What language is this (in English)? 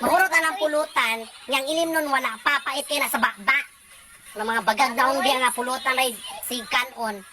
Cebuano